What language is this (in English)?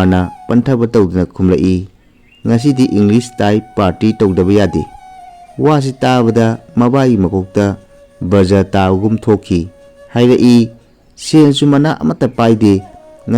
Manipuri